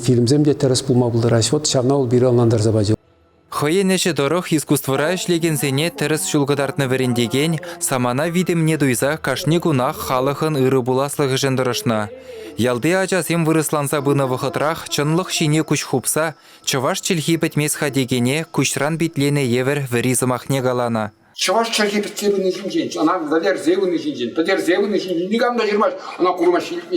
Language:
Chuvash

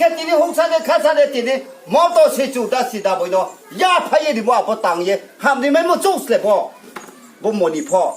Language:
Riang (India)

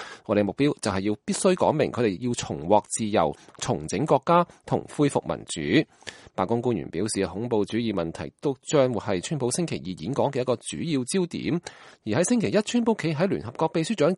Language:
Cantonese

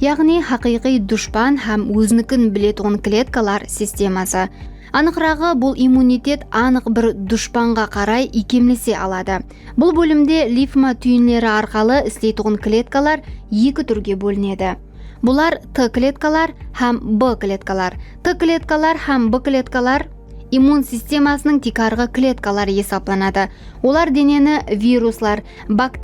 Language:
Kara-Kalpak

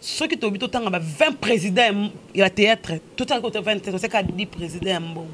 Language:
Lingala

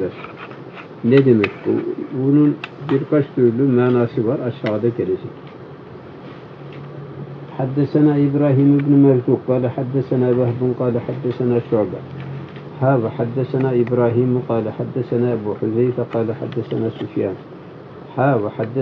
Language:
Turkish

